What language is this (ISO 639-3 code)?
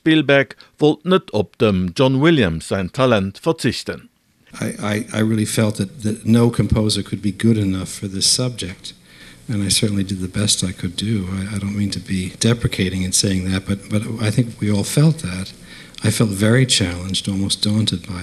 ltz